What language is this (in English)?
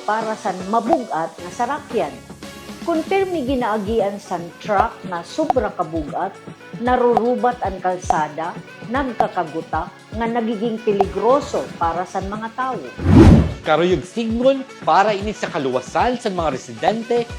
Waray